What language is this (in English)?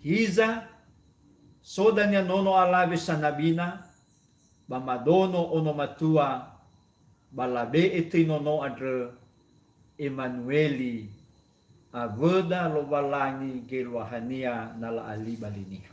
Nias